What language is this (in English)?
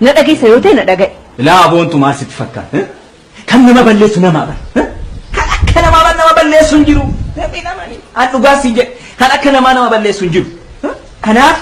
Oromo